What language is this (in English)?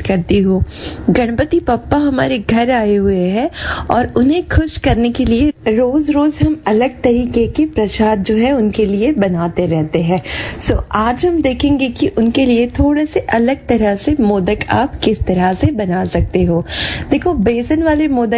Hindi